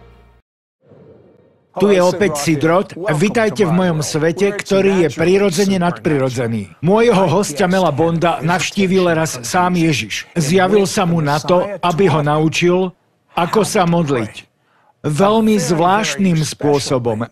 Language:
Slovak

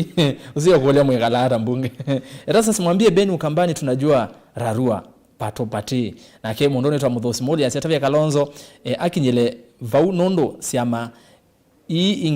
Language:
Kamba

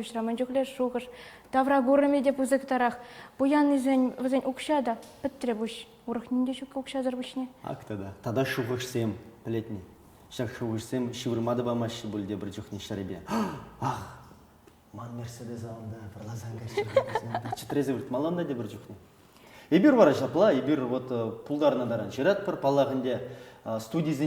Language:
Chuvash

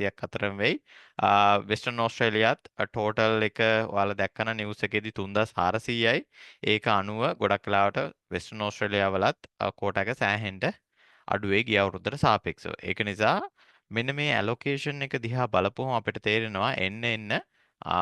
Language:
Sinhala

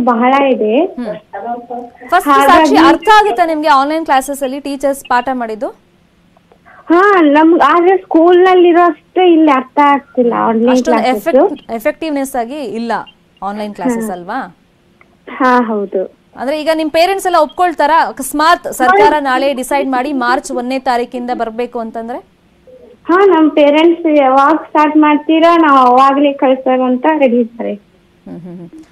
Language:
Kannada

